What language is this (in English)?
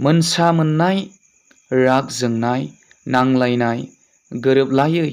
Bodo